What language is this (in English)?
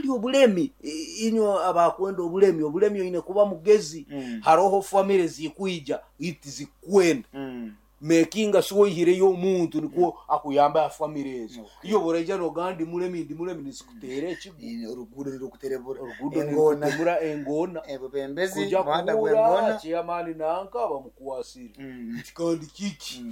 Nyoro